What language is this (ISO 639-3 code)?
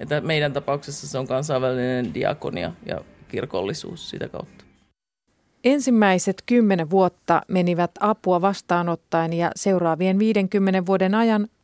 fin